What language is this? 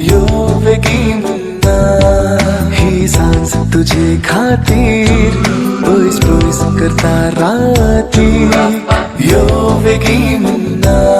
Konkani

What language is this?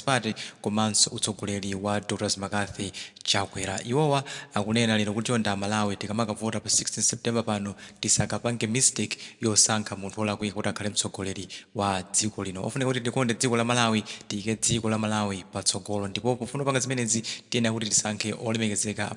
Nyanja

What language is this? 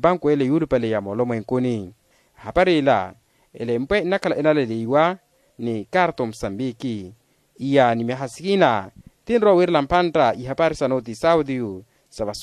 Makhuwa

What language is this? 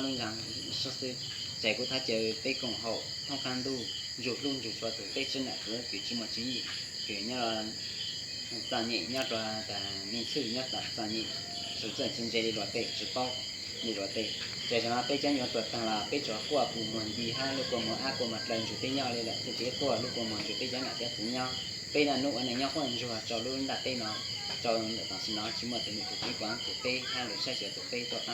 Hmong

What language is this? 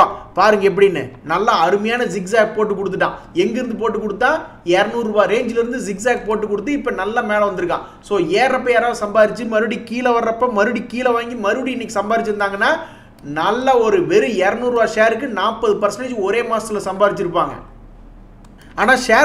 Tamil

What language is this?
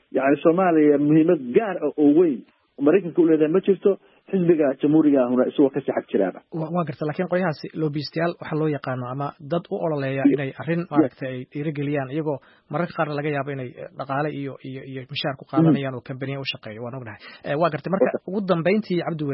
Somali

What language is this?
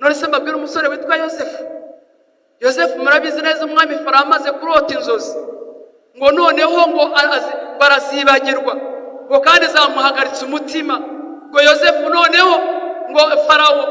Kinyarwanda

